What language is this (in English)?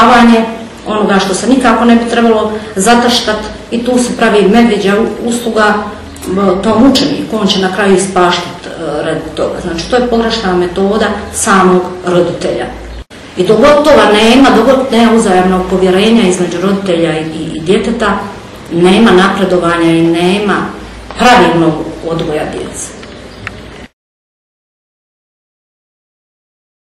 Croatian